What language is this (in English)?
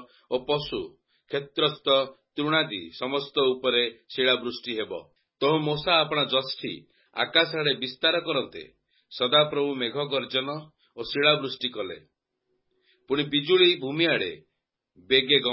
Odia